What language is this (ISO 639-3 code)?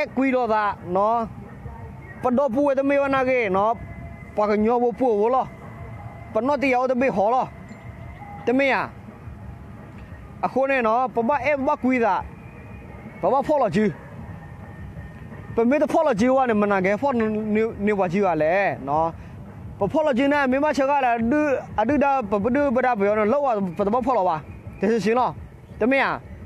ksw